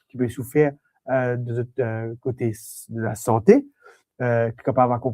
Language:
Morisyen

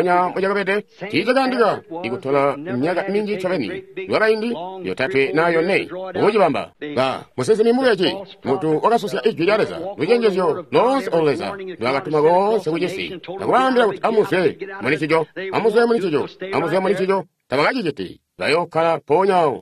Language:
Tonga (Zambia)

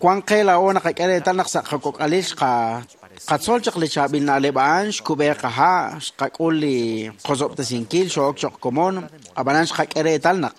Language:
Kekchí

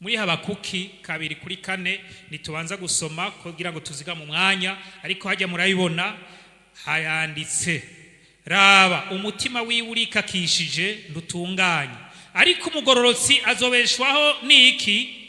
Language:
Rundi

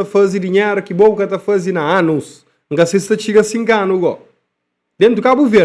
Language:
Kabuverdianu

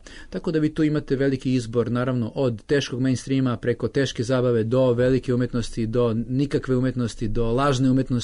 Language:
Serbian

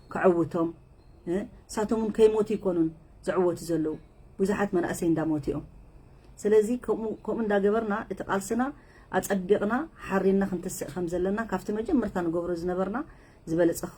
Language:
Tigrinya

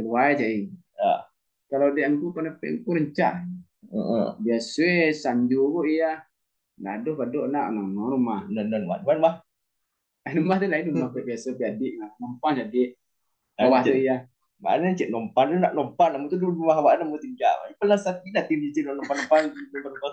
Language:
Minangkabau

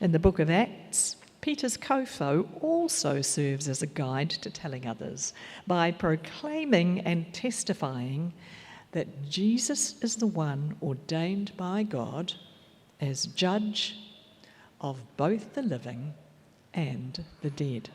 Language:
Māori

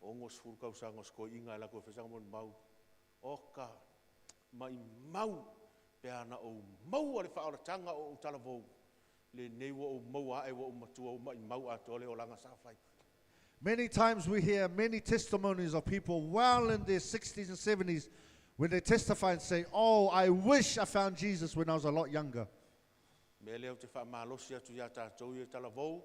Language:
Samoan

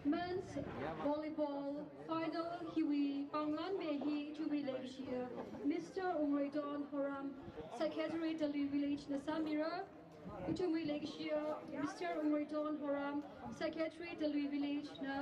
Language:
Tangkhul Naga (India)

